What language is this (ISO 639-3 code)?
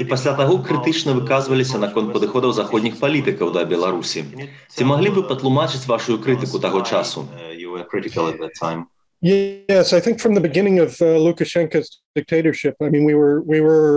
bel